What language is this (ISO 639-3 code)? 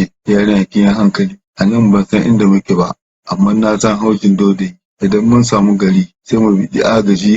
hau